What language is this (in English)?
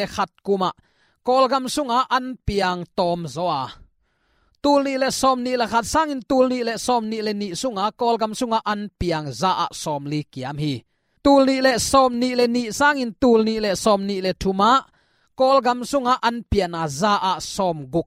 Tedim Chin